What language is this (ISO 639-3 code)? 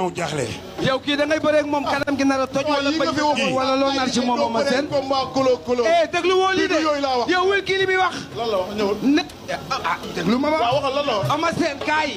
wol